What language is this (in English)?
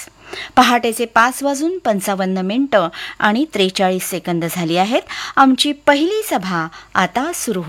Marathi